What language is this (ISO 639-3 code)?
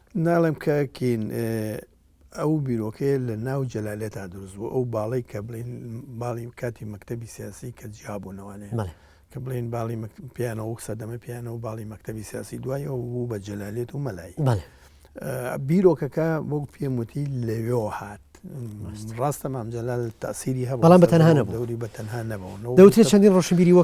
ckb